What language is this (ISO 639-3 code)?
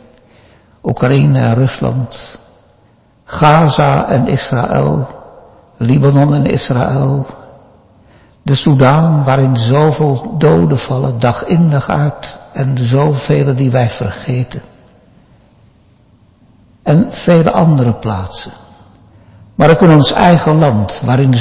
nld